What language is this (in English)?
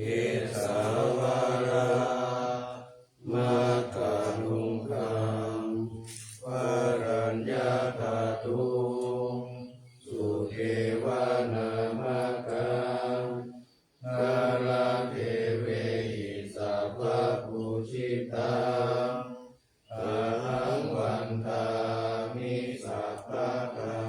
Pali